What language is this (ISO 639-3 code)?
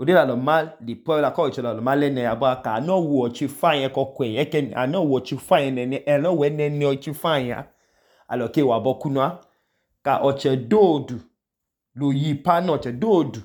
idu